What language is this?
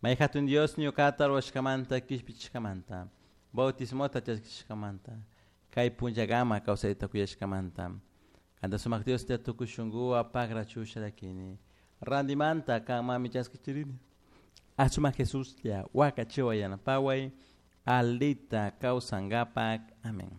Chimborazo Highland Quichua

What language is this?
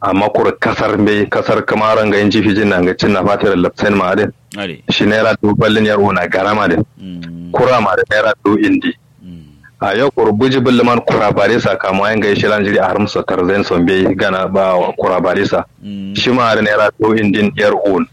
Kanuri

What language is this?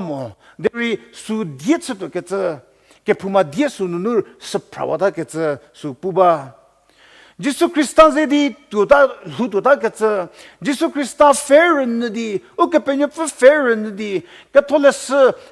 Angami Naga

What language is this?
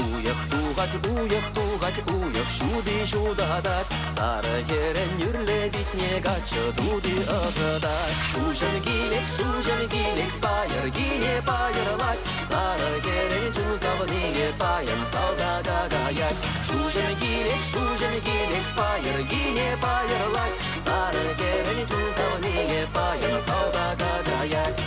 Chuvash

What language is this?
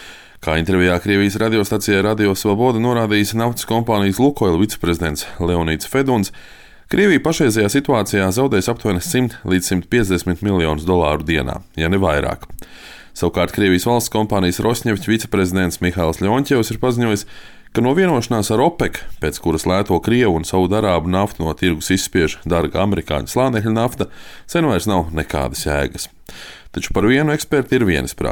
Latvian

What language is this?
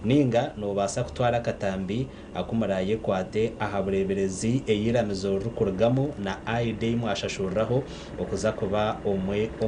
Nyankole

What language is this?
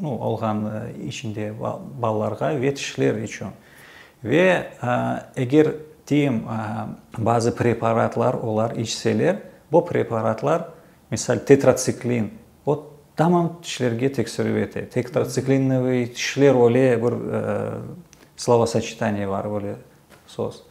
Crimean Tatar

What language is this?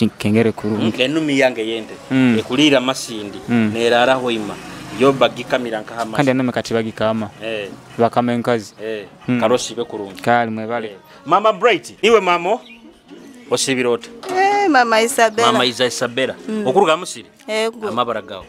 Nyoro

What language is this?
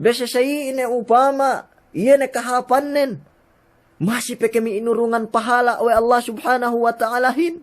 Yakan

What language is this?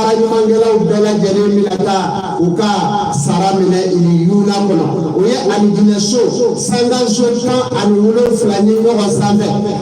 Bambara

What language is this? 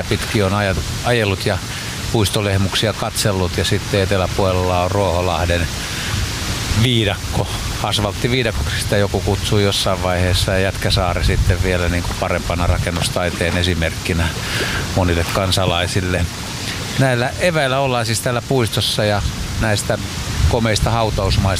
Finnish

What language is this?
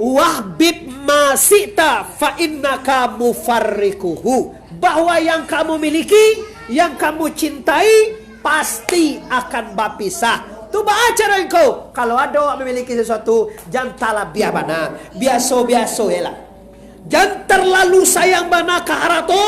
Minangkabau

